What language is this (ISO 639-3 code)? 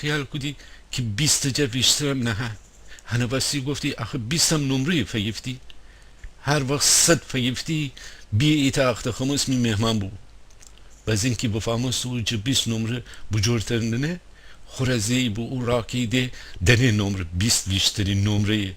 glk